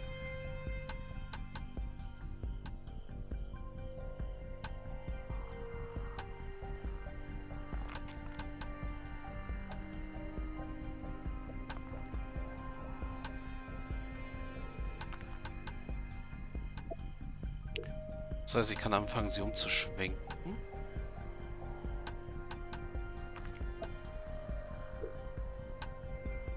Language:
German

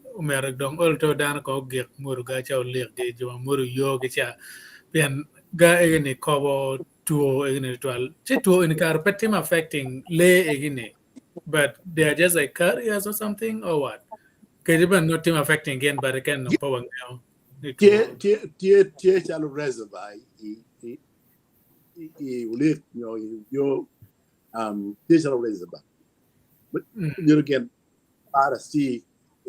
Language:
Acoli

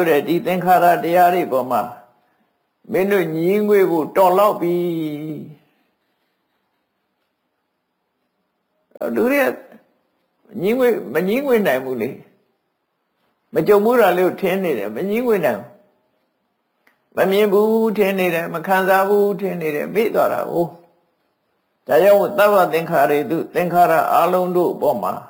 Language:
Burmese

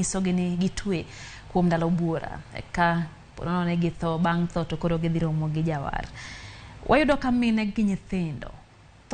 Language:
Luo (Kenya and Tanzania)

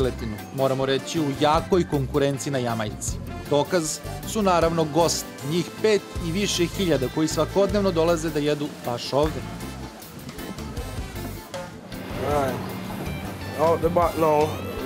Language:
Serbian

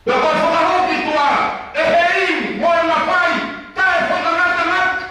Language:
Tongan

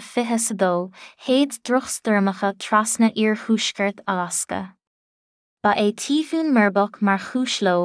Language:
Irish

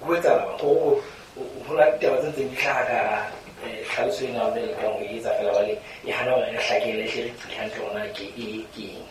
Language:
Southern Sotho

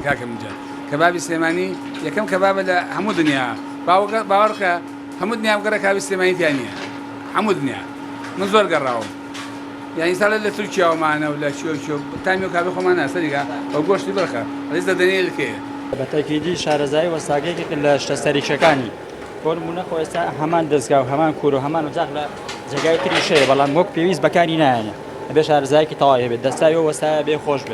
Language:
Central Kurdish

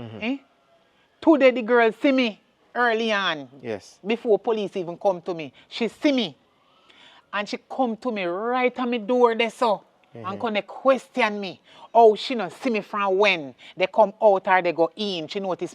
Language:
Jamaican Creole English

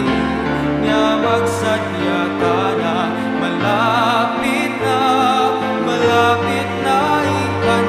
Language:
Pampanga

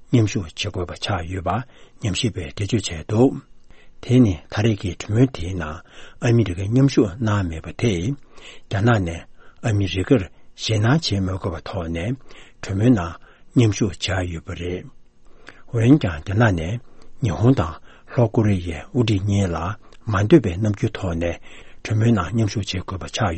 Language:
Tibetan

